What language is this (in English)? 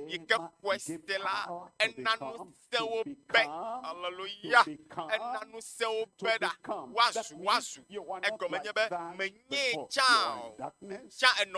Ewe